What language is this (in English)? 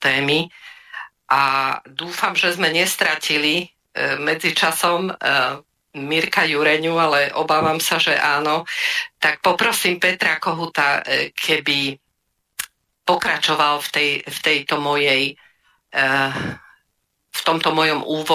Slovak